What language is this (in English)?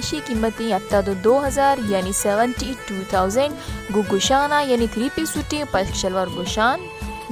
Baluchi